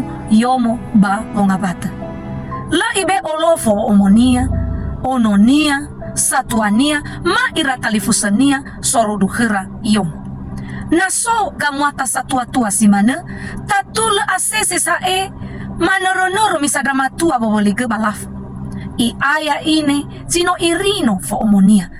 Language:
Nias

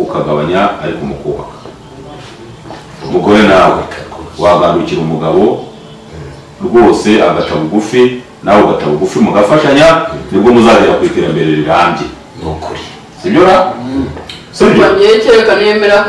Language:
Kinyarwanda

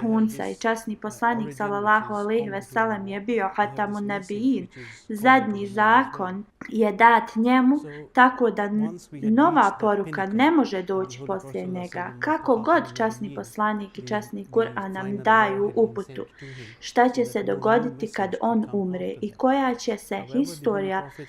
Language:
Bosnian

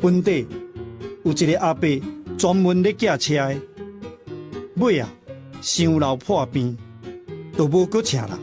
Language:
Min Nan Chinese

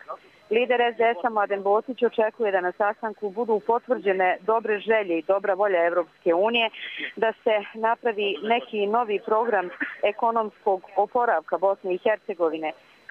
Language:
Croatian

